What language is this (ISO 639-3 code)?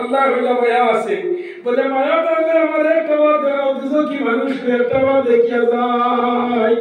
syl